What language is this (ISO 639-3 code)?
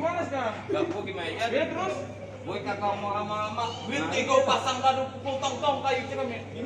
bew